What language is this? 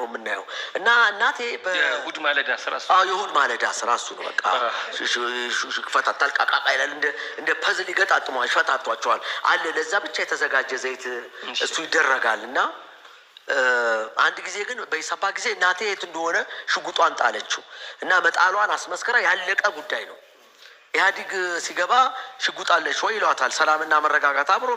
Amharic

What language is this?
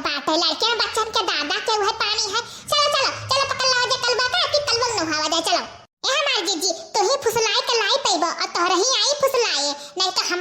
Awadhi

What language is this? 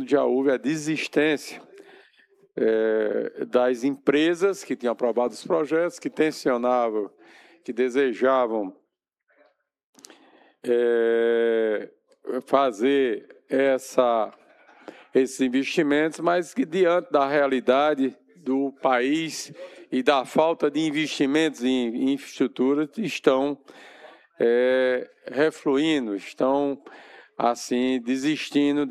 Portuguese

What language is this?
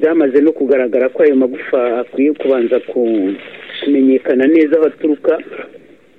Kinyarwanda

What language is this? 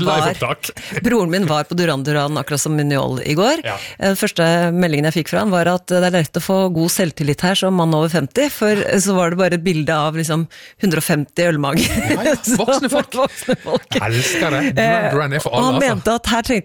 Norwegian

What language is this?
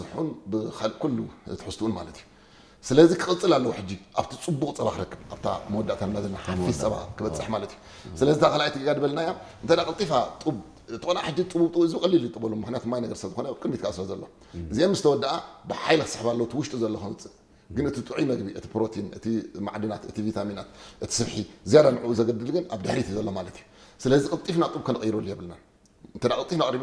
Tigrinya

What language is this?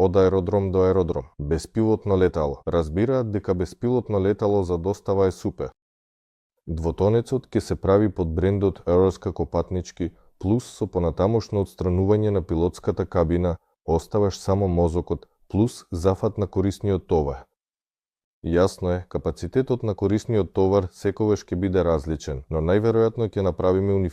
Macedonian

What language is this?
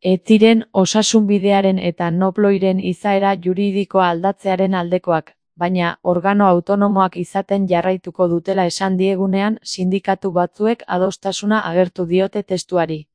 Basque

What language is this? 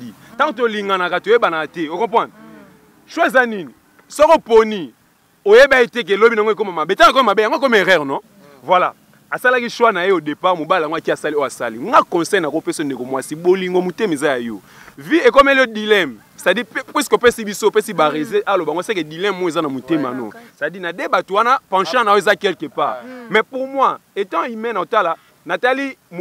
Lingala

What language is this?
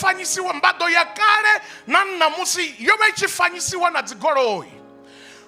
Venda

